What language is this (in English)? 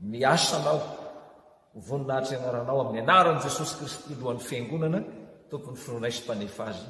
Malagasy